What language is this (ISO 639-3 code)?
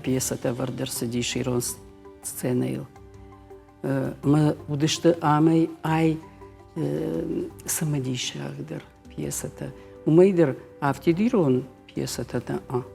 oss